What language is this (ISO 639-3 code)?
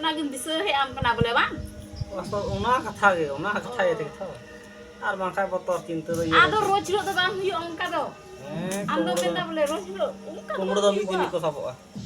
sat